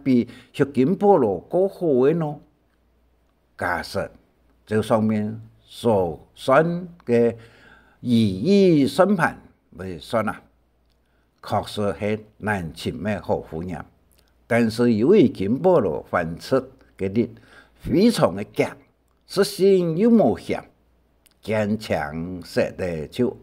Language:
Hakka Chinese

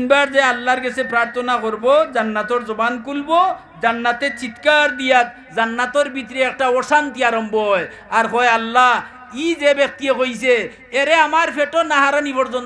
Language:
Sylheti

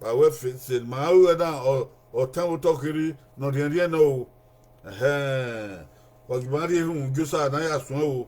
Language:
Bini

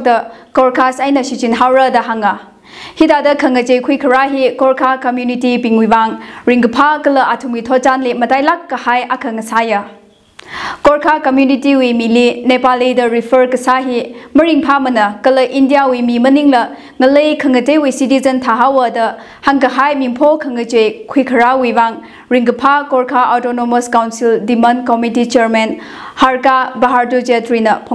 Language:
Tangkhul Naga (India)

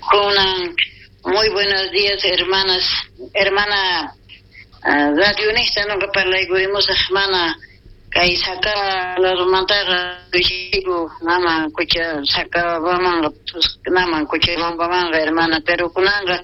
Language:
South Bolivian Quechua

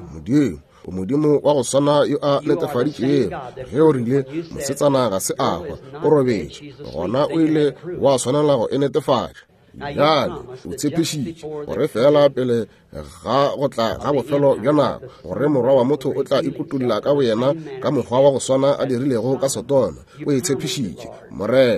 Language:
Northern Sotho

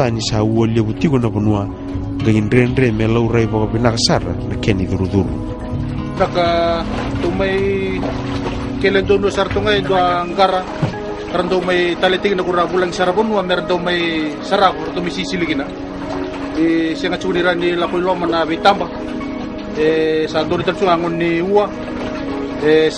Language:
Fijian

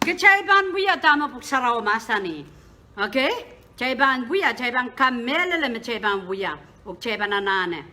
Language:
Pohnpeian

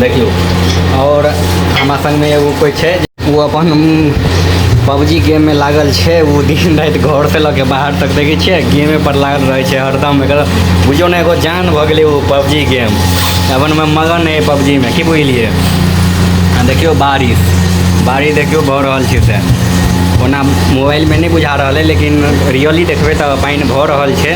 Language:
Maithili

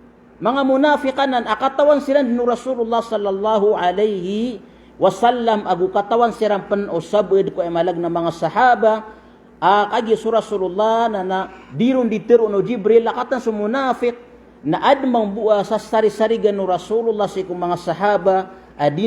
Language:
Maranao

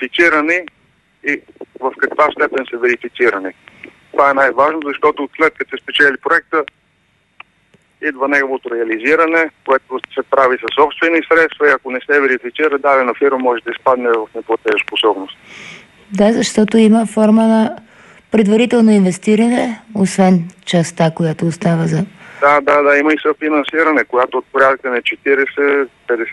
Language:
Bulgarian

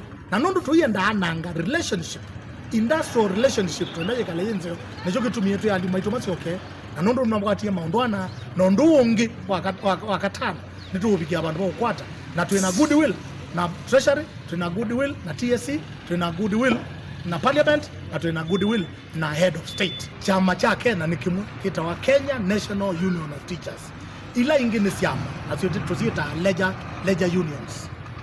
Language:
Kamba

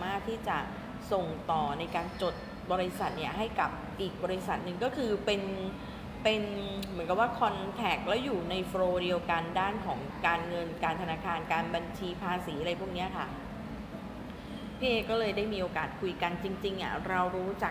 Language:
Thai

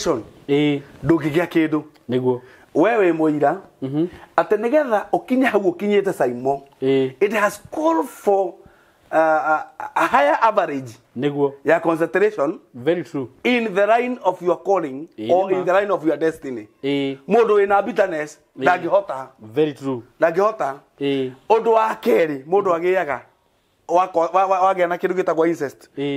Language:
Kikuyu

